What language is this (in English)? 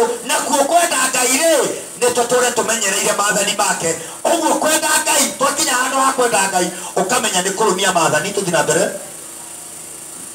Kikuyu